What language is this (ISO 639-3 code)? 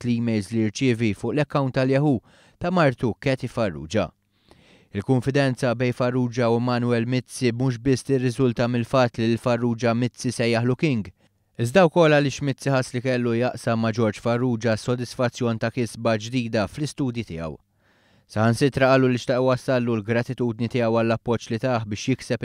mlt